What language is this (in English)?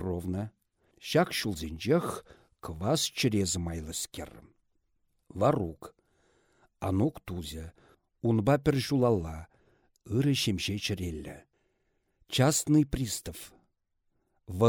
Chuvash